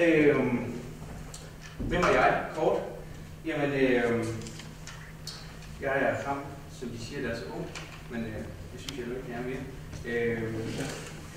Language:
Danish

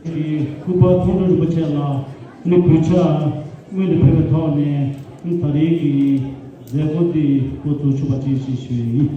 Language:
Tibetan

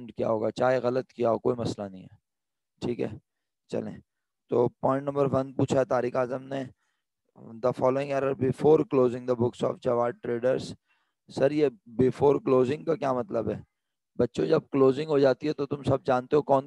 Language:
Urdu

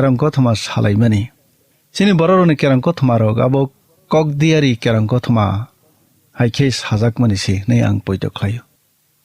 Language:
Kok Borok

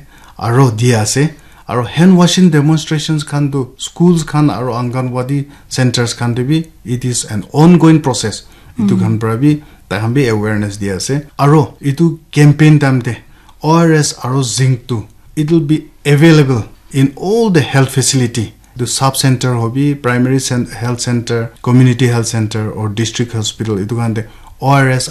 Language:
Naga Pidgin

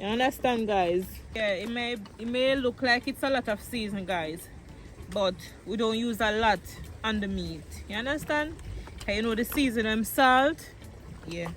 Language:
Jamaican Creole English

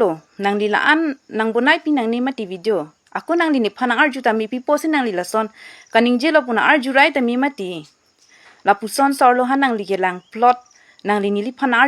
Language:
Karbi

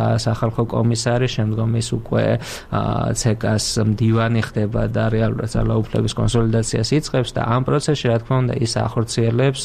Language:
Georgian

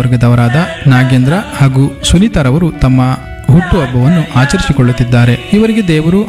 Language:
Kannada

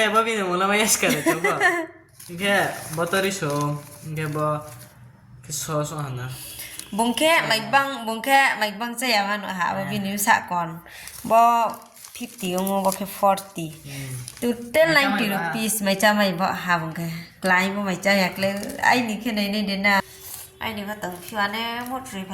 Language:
Riang (India)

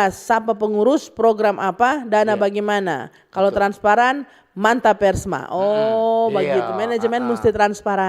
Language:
Manado Malay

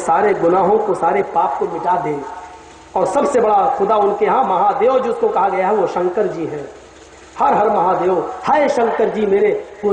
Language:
Urdu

